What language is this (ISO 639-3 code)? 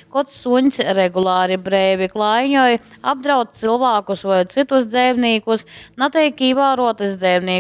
ltg